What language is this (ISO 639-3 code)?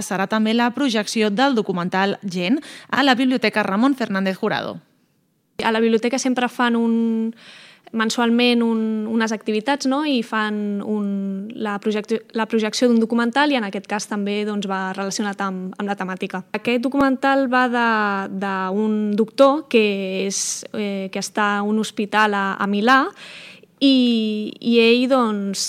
cat